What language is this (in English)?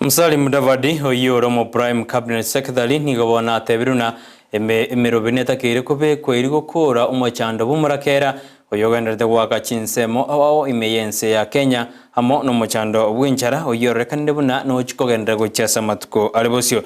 Gusii